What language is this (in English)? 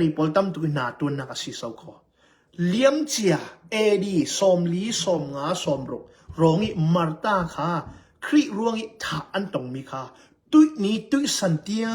Hakha Chin